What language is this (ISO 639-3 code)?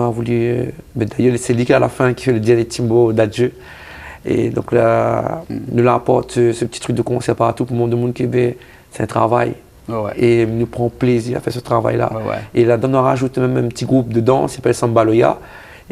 rcf